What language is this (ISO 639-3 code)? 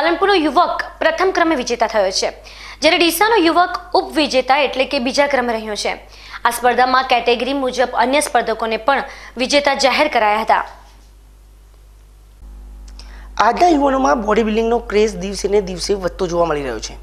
guj